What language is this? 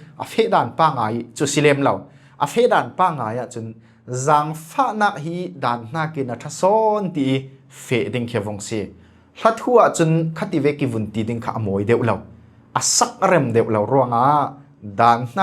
Falam Chin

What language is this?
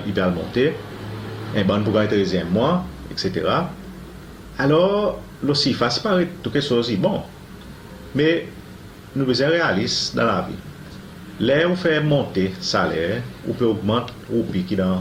Seselwa Creole French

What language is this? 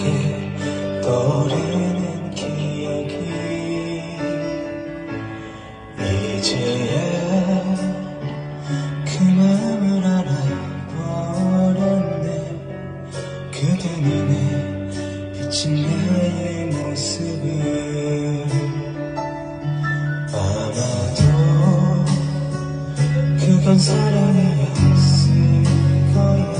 Korean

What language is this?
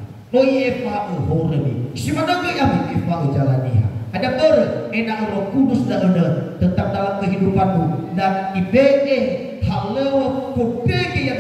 Nias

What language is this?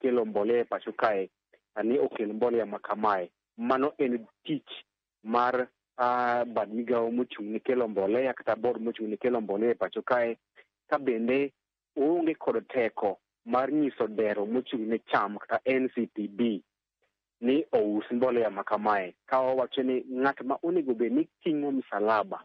Luo (Kenya and Tanzania)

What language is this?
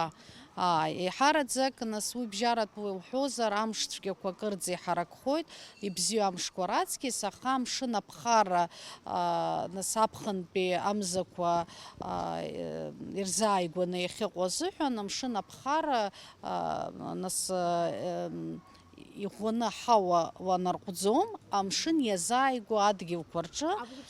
Abkhazian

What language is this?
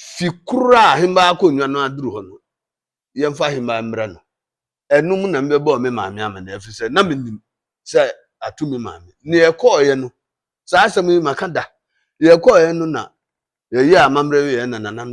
Akan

